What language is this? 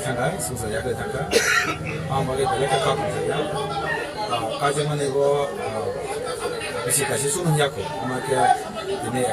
Kok Borok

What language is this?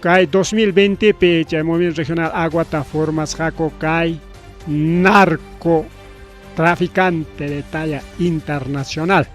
Ayacucho Quechua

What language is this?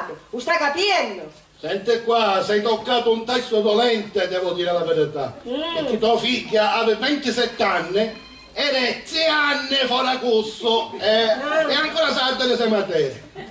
Sicilian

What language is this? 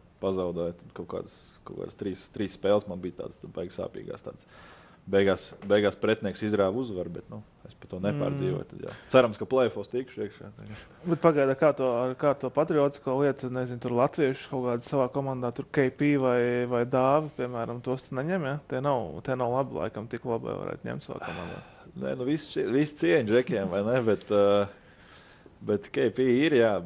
Latvian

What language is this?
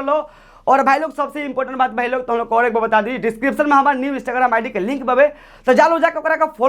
Bhojpuri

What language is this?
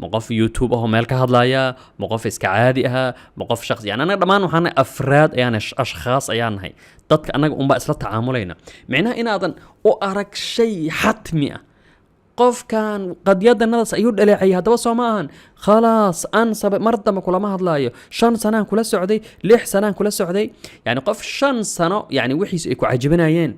Somali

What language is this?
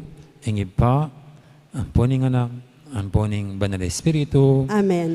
Pampanga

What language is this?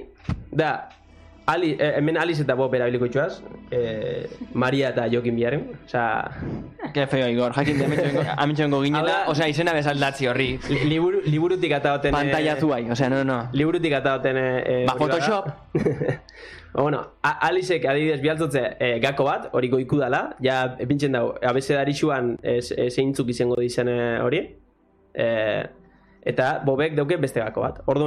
Basque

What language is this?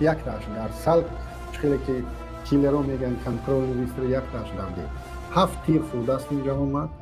Tajik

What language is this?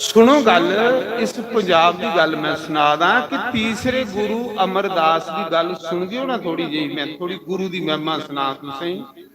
Dogri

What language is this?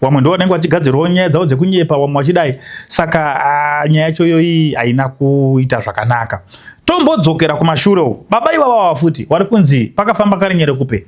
Shona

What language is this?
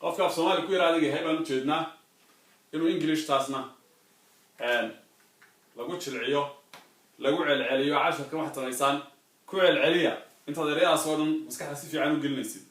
Somali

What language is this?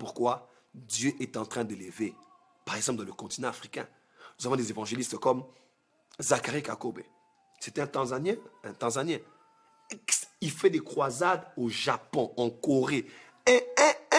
French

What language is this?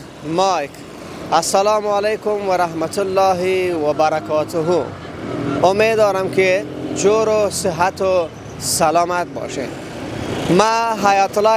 Persian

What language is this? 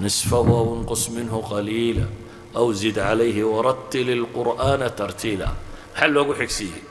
Somali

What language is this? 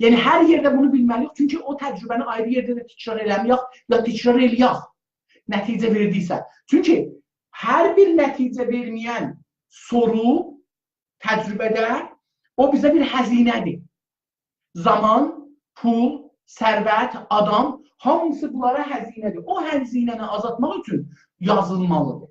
South Azerbaijani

